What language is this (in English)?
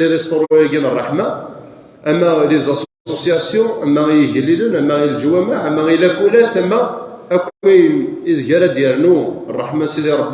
Kabyle